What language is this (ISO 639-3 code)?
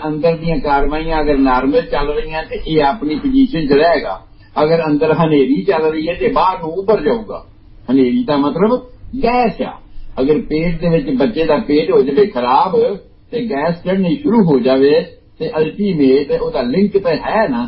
pan